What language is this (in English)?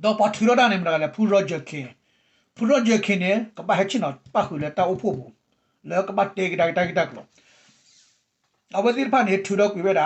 S'gaw Karen